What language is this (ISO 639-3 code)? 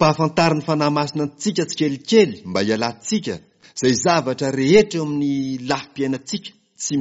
mlg